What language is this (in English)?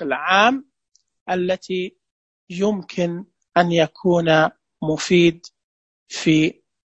Najdi Arabic